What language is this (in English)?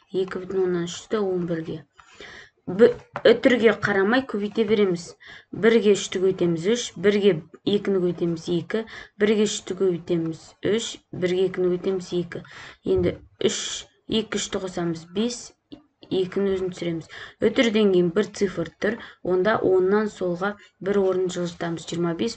Kazakh